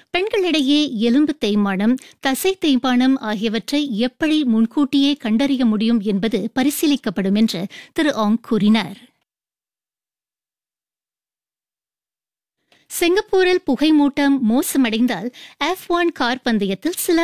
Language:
Tamil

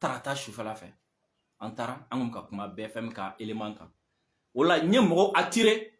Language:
Bambara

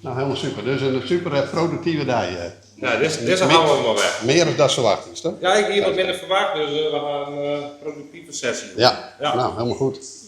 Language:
Western Frisian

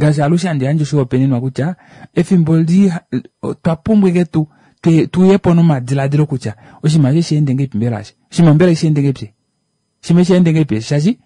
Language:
Kuanyama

